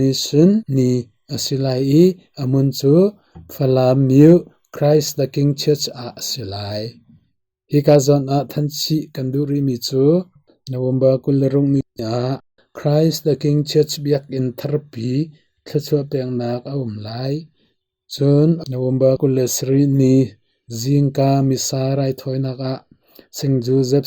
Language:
Hakha Chin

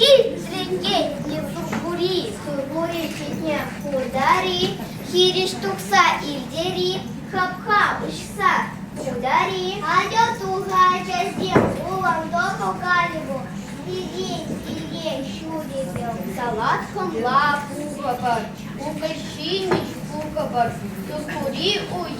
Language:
Chuvash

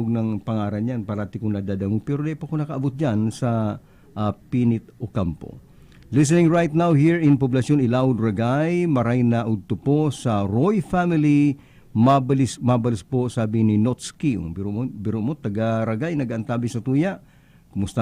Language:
Bikol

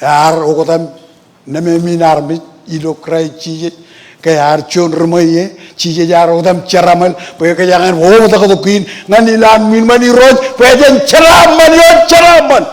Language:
Marshallese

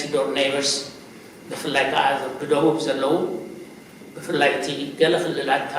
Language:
Tigrinya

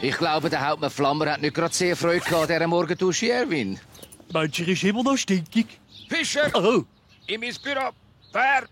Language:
Swiss German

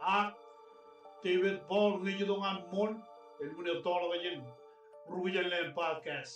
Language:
Marshallese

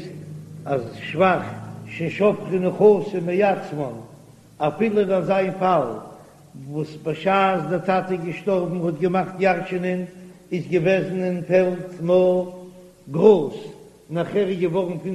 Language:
Yiddish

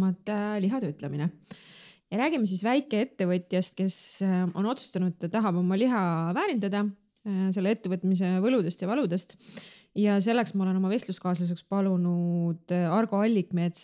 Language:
Estonian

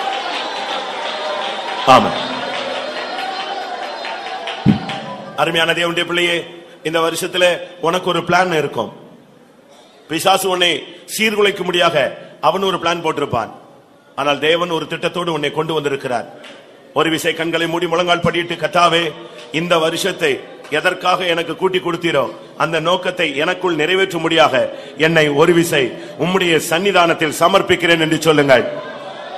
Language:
Tamil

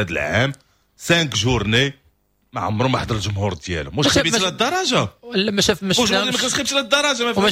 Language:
Moroccan Arabic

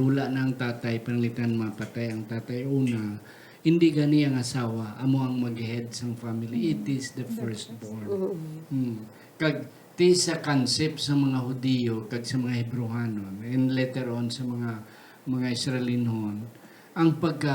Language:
Hiligaynon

